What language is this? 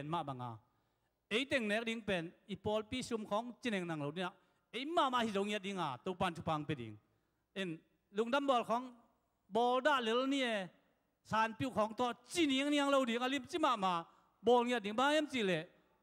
Tedim Chin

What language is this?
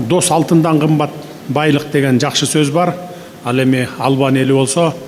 Kyrgyz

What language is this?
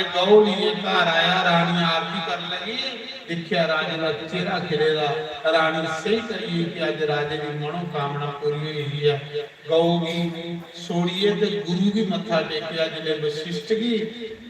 Dogri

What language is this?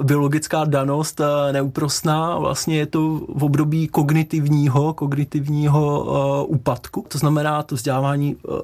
Czech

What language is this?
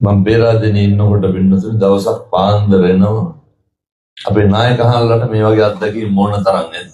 Sinhala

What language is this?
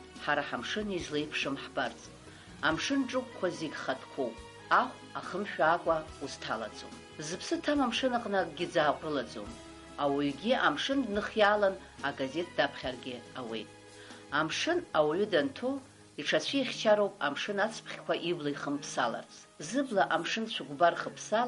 Abkhazian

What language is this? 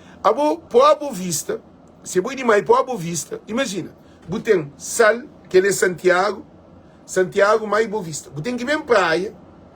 Kabuverdianu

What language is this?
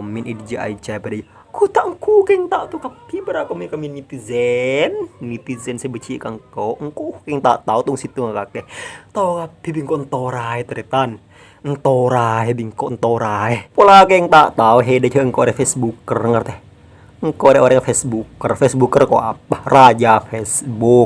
Madurese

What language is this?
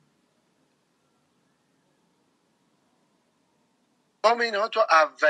Persian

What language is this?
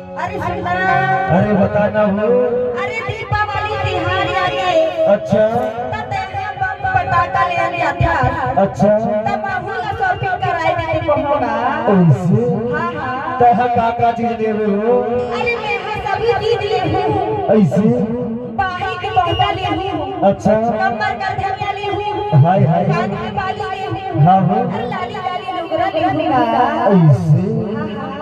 Chhattisgarhi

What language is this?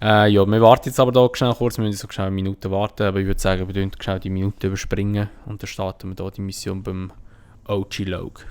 Swiss German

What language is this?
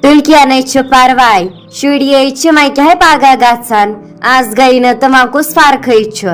Kashmiri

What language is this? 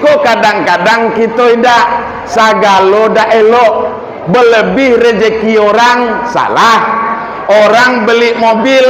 Minangkabau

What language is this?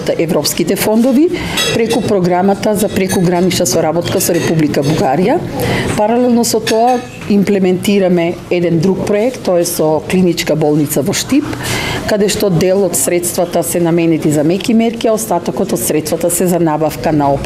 Macedonian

